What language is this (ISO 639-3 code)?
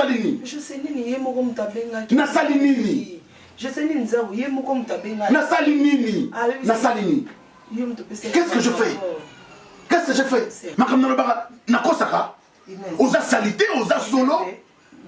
lin